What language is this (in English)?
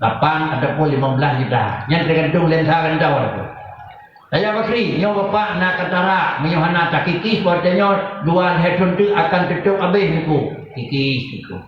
Achinese